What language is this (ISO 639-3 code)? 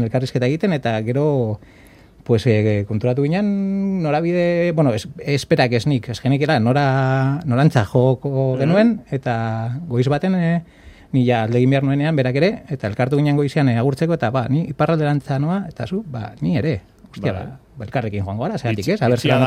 eus